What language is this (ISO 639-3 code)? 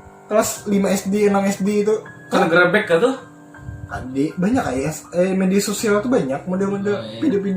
bjn